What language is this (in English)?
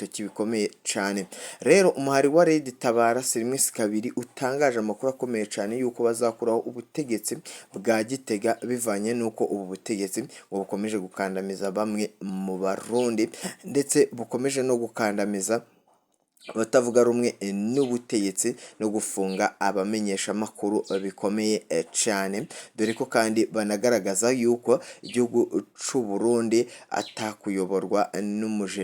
Rundi